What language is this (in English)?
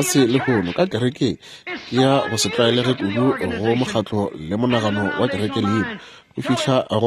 Northern Sotho